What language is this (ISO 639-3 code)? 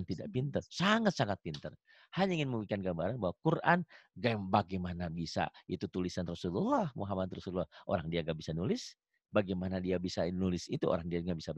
ind